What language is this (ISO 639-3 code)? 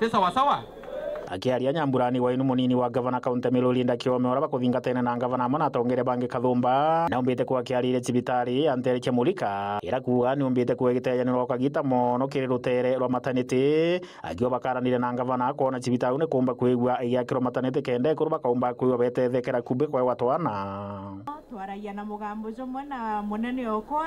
mer